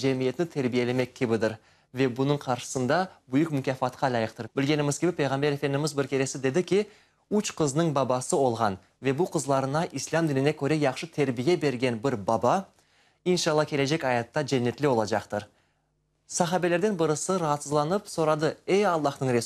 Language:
Crimean Tatar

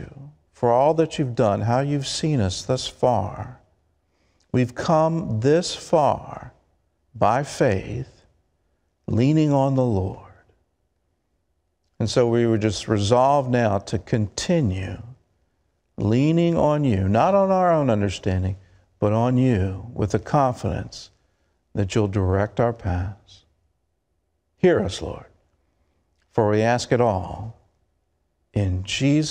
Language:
English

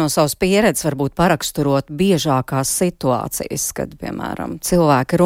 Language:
Latvian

